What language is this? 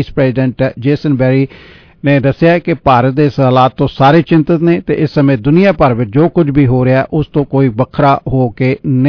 Punjabi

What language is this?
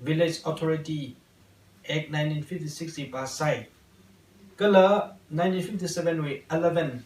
Tangkhul Naga (India)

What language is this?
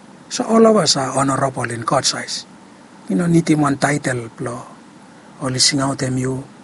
Bislama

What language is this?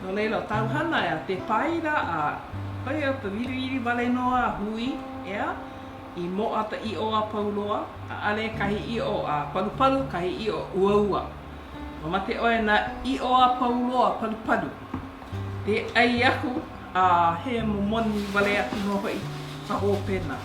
Hawaiian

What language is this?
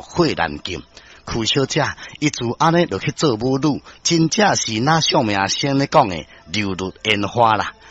Min Nan Chinese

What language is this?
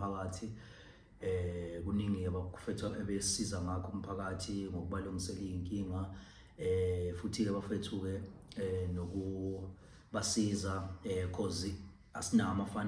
Zulu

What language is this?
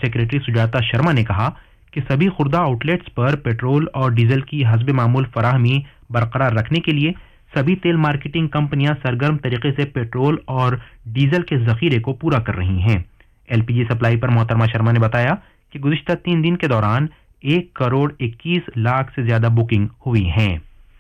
Urdu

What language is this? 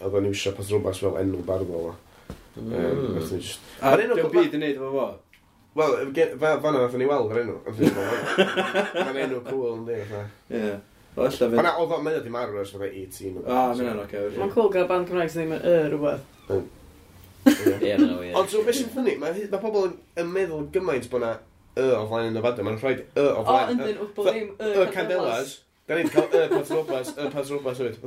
Welsh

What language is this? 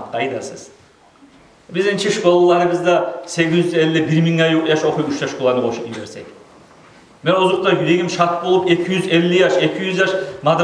Kumyk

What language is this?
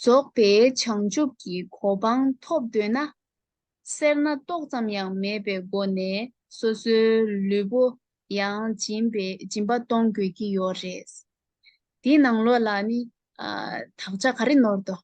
Tibetan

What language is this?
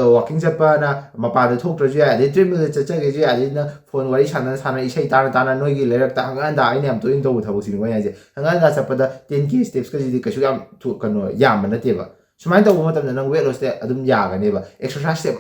Manipuri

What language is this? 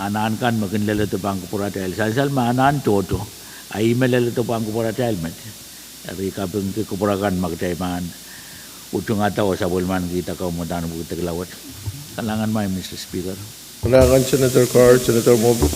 Pohnpeian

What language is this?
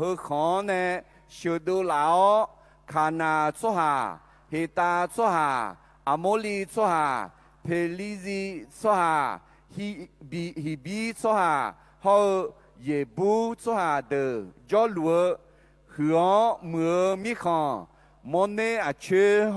Akha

